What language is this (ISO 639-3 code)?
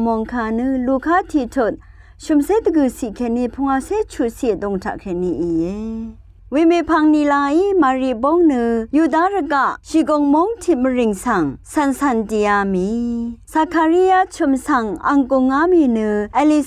raw